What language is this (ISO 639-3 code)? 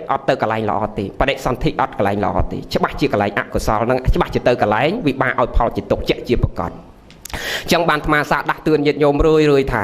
khm